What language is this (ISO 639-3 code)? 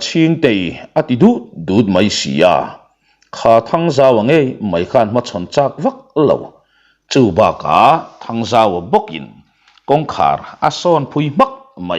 lus